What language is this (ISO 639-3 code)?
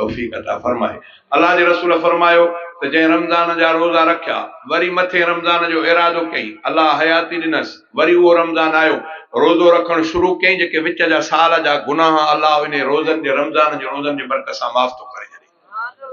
snd